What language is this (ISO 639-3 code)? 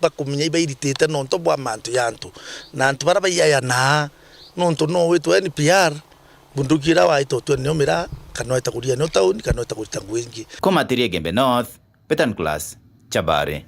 mer